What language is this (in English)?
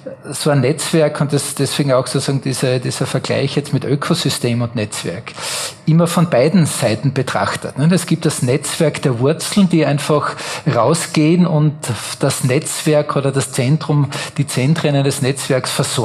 German